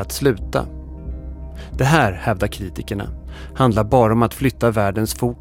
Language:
Swedish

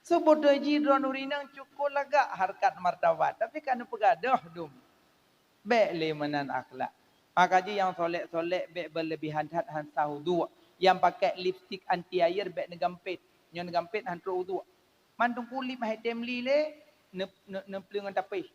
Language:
Achinese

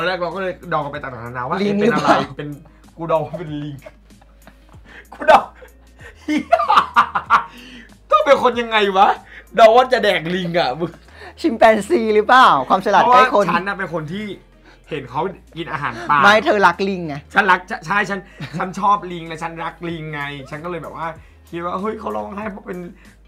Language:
Thai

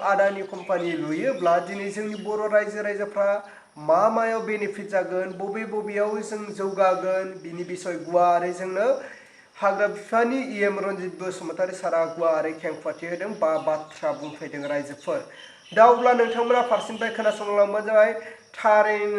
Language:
Bodo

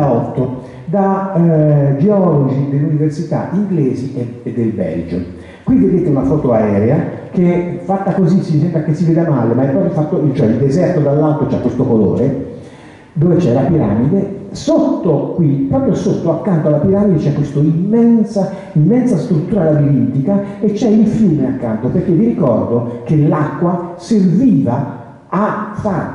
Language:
Italian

